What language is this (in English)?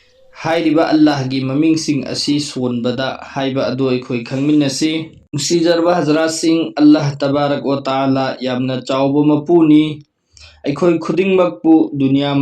Manipuri